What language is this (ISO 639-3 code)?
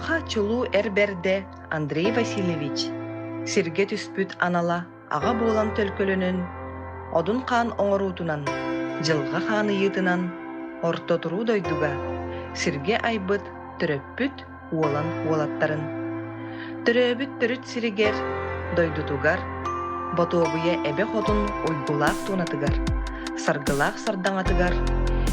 sah